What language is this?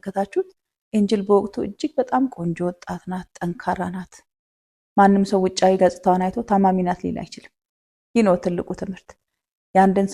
Amharic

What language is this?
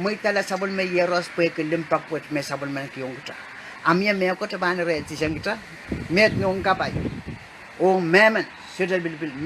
Pohnpeian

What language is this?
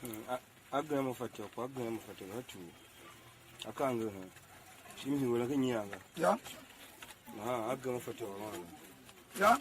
Tiv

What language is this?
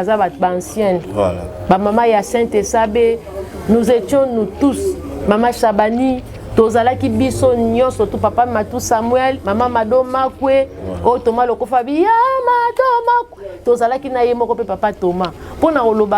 Lingala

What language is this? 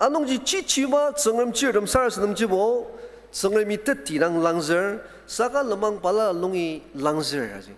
Ao Naga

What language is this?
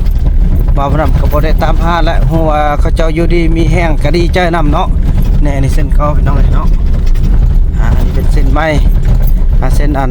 Lao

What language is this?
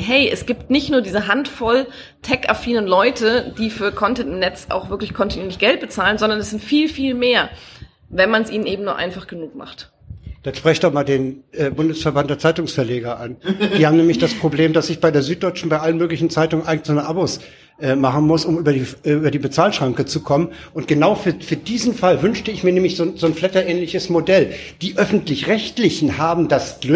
German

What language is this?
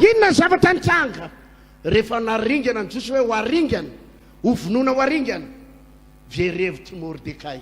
Malagasy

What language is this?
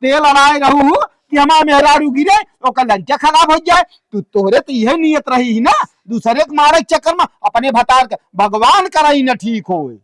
Awadhi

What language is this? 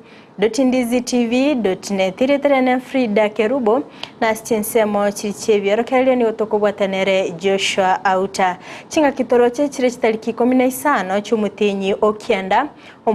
Gusii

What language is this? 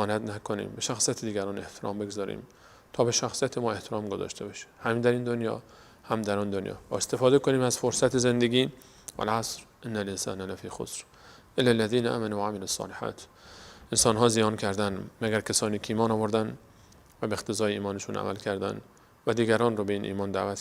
Persian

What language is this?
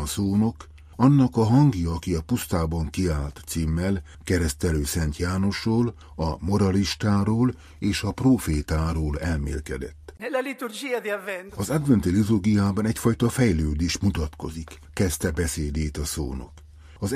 Hungarian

